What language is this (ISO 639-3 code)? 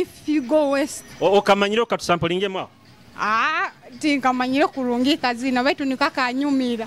nyo